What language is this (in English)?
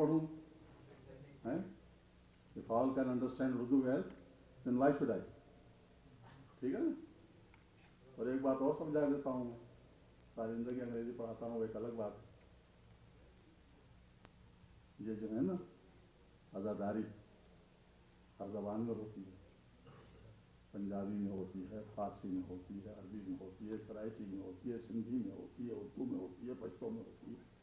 Urdu